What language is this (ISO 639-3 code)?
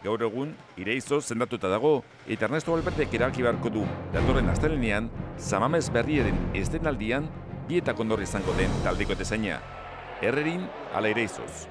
eus